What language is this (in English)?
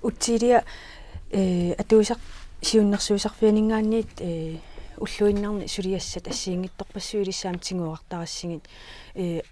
Kalaallisut